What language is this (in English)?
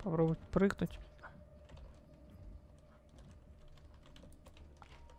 Russian